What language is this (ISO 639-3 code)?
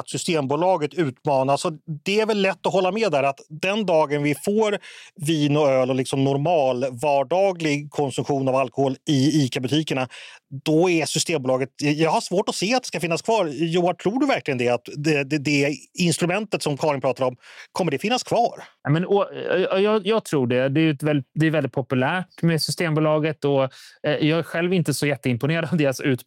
swe